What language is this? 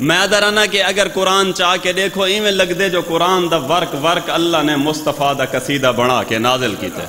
Saraiki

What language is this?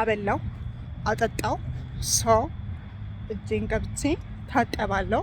Amharic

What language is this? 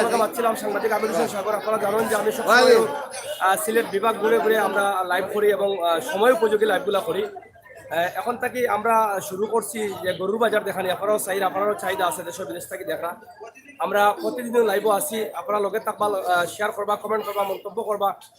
Sylheti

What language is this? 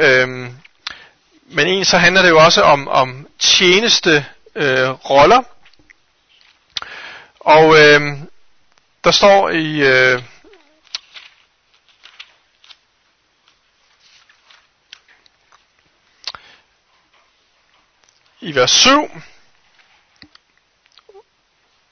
Danish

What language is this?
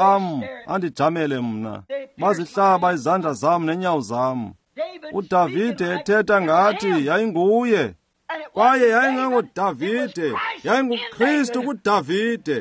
Xhosa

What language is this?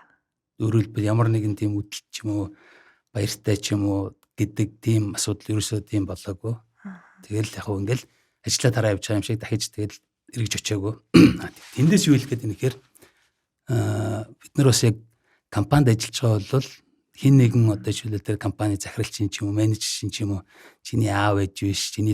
Mongolian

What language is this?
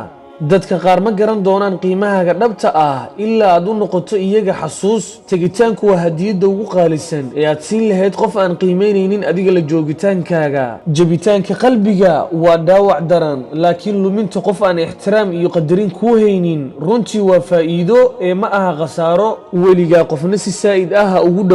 Somali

